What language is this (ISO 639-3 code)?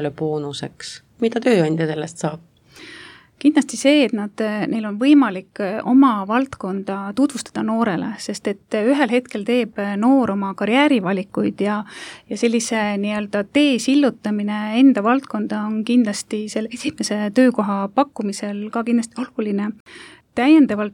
est